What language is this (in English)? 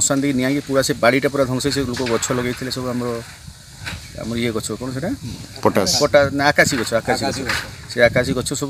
Odia